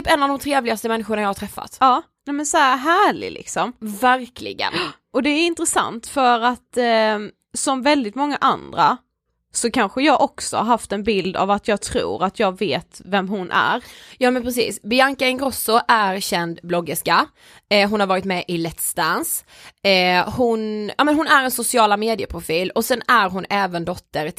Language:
Swedish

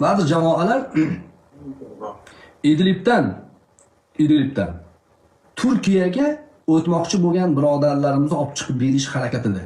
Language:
Uzbek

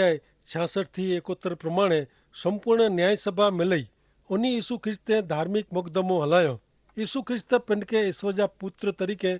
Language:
Kachhi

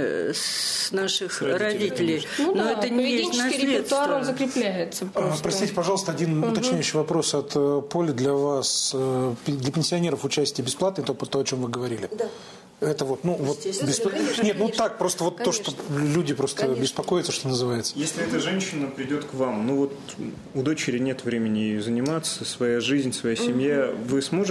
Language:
Russian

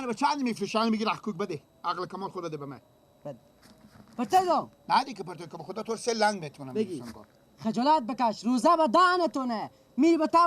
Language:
Persian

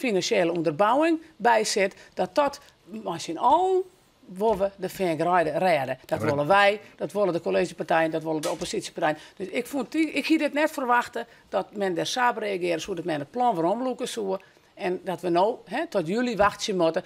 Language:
Western Frisian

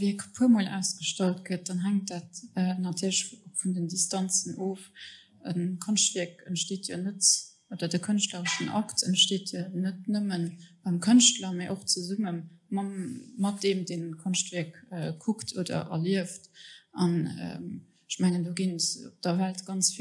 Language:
Luxembourgish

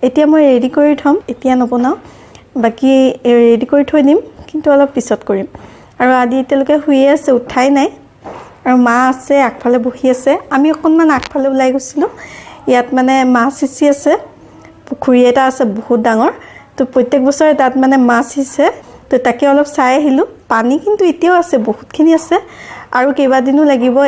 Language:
Assamese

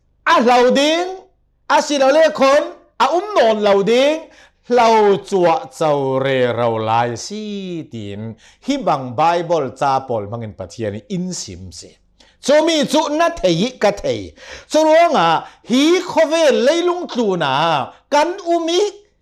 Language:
Hakha Chin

